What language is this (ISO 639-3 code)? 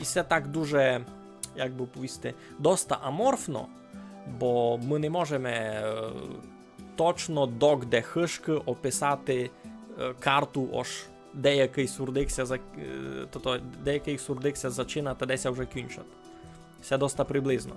rue